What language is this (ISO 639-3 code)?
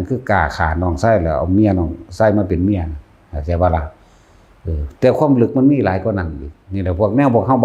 tts